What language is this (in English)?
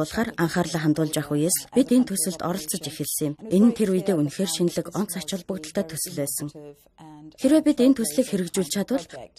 Mongolian